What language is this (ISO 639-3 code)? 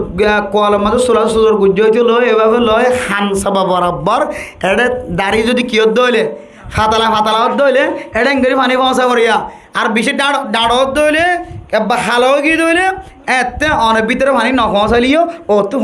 rhg